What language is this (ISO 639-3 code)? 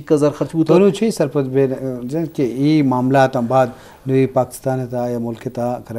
bal